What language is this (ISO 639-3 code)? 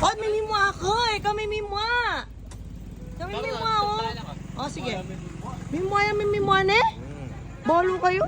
pam